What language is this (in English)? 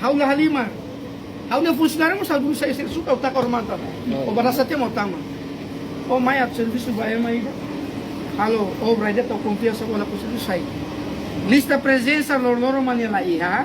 Tetum